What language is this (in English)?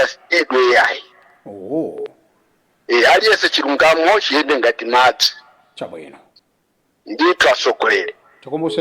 Nyanja